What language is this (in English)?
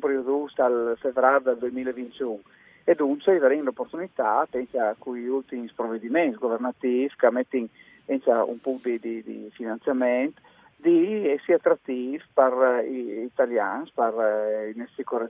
Friulian